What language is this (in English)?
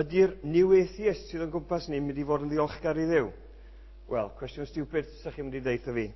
Welsh